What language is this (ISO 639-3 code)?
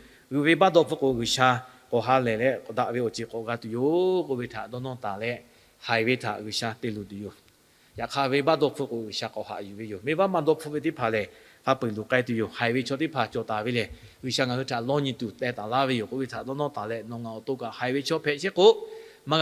lhu